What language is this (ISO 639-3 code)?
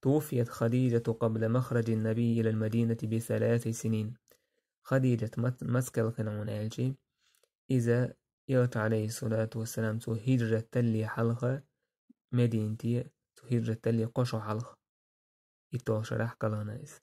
che